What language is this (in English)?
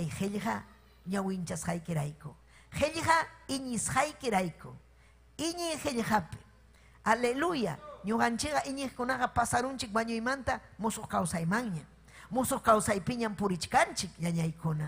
Ayacucho Quechua